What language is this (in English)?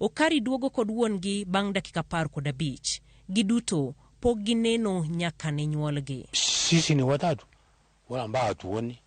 Luo (Kenya and Tanzania)